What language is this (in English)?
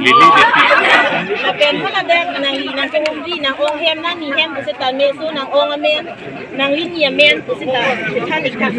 Karbi